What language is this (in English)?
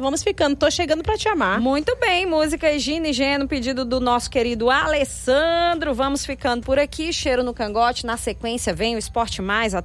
Portuguese